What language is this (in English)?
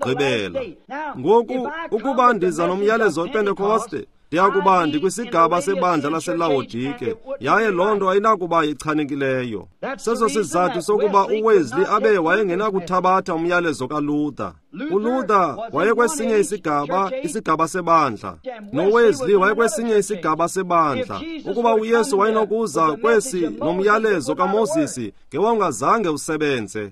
Xhosa